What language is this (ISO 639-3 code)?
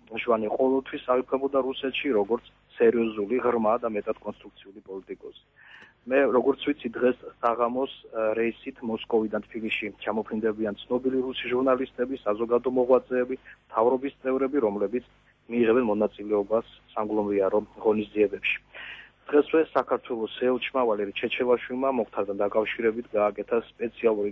kat